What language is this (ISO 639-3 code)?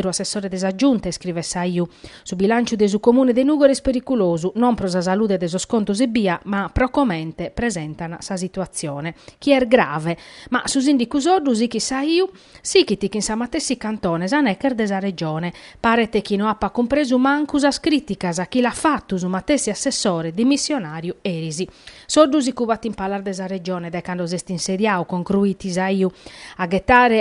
srd